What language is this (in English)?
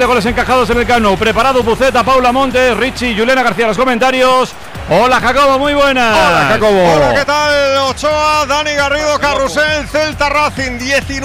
Spanish